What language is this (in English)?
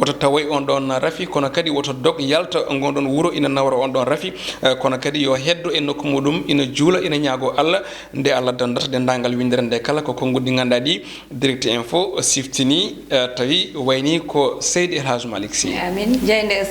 Fula